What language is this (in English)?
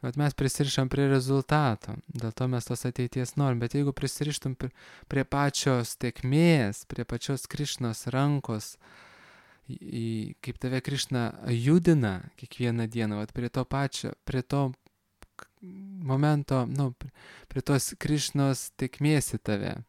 Lithuanian